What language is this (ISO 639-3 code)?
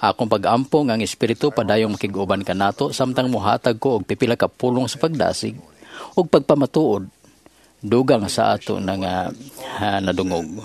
ceb